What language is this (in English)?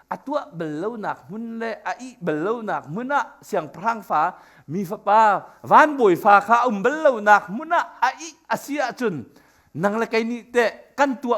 Hakha Chin